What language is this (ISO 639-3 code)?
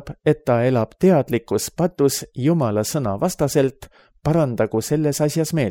est